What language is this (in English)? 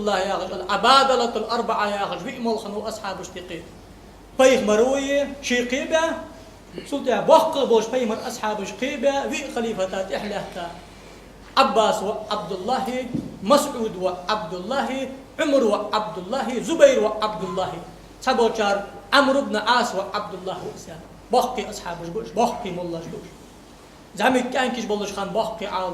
Ingush